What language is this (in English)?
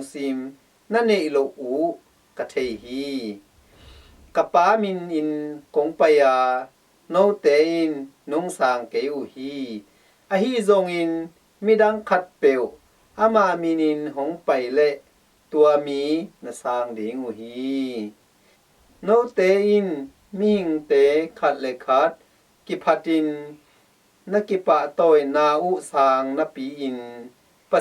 Tedim Chin